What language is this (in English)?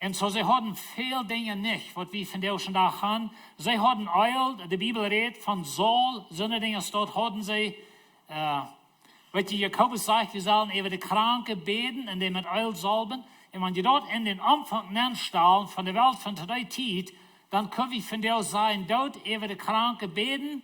Plautdietsch